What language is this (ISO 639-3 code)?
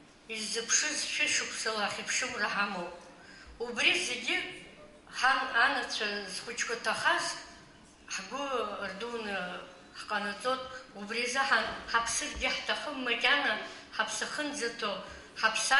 abk